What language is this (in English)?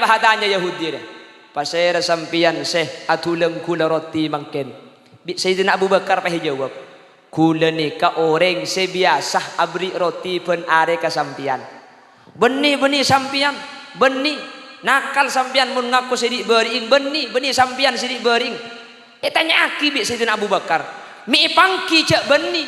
Madurese